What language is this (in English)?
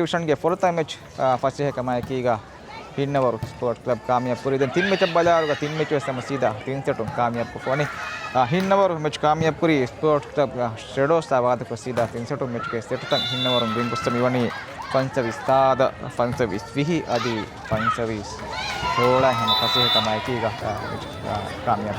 Divehi